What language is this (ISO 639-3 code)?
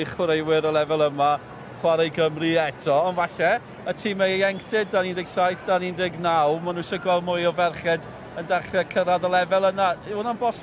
cym